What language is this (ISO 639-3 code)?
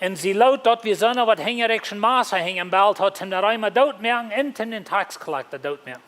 pdt